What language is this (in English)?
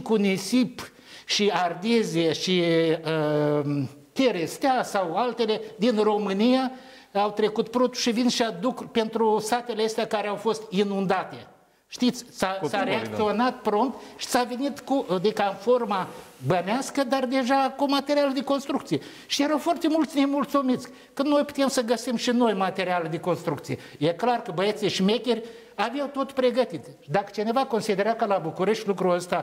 Romanian